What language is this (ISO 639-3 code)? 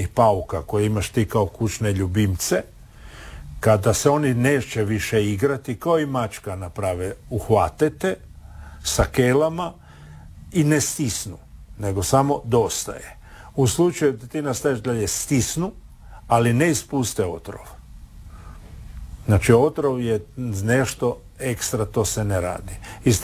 hrv